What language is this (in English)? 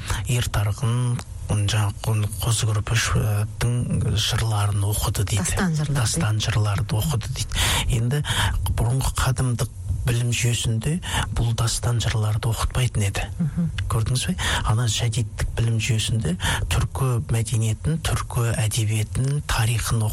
Kazakh